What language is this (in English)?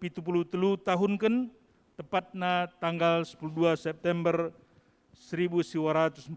Batak Karo